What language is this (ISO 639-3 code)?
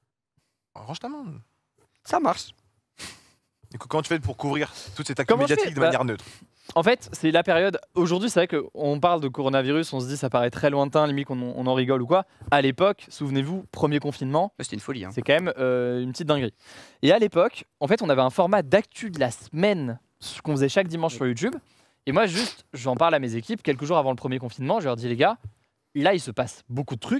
fra